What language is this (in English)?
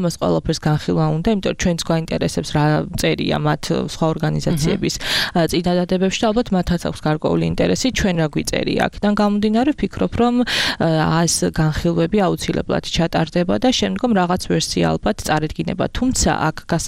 Georgian